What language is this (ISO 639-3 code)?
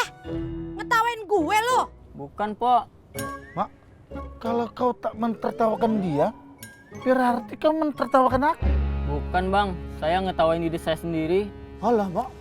bew